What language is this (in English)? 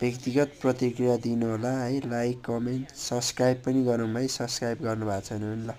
Nepali